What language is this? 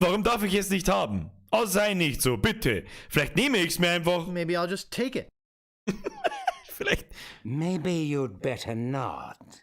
Bavarian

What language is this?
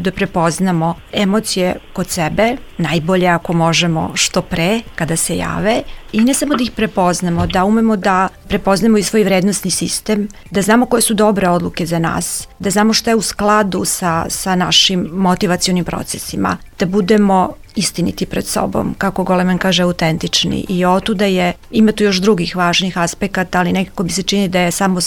Serbian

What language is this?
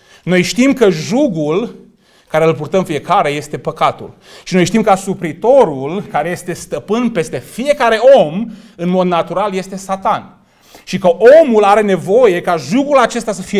Romanian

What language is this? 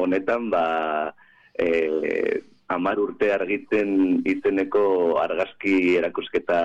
Basque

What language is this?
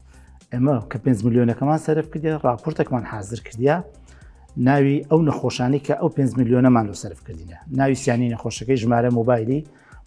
Central Kurdish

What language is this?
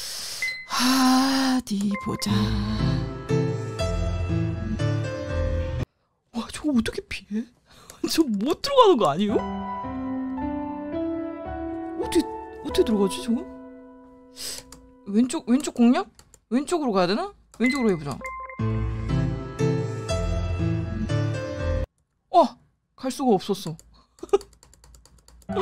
Korean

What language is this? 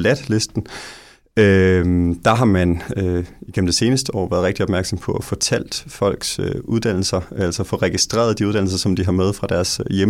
Danish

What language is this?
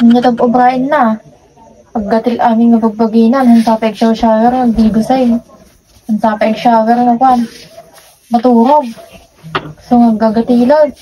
Iloko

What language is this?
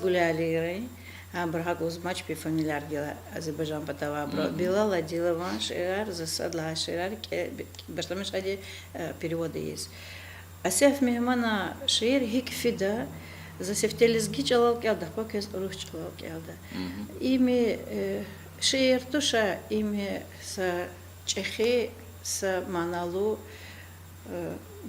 Lezghian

